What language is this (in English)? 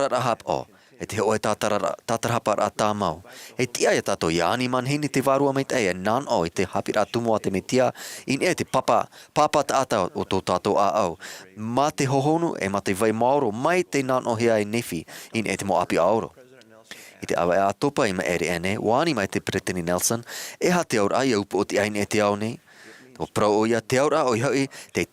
Tahitian